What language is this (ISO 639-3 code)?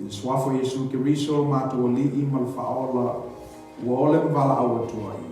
smo